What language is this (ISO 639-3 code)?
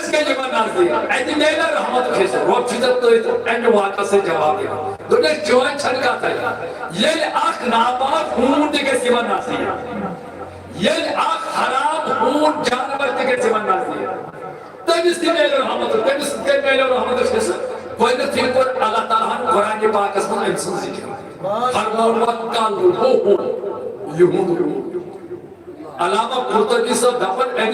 kas